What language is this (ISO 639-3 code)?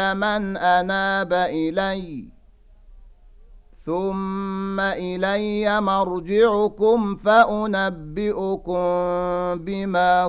ara